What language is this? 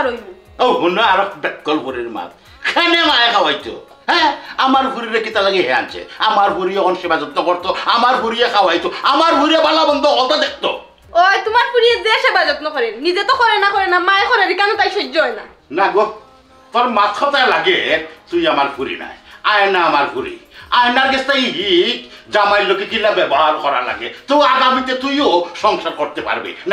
Sylheti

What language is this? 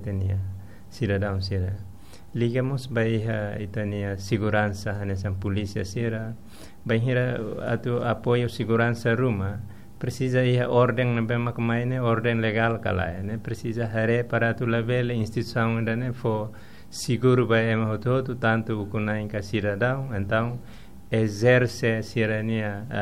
Tetum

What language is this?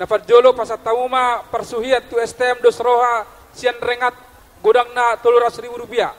Batak Toba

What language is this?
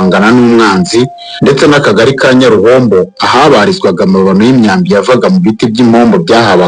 Kinyarwanda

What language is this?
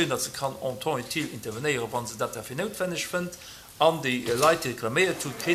Luxembourgish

